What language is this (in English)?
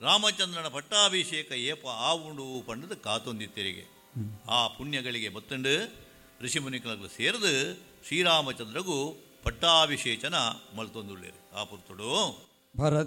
Tulu